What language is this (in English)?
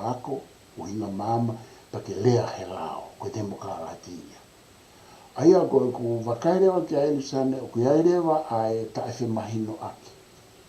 Tongan